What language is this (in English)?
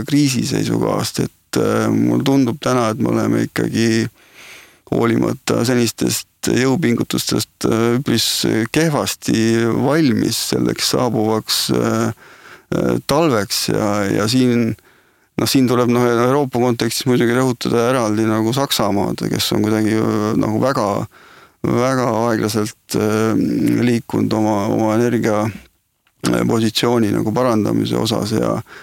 Estonian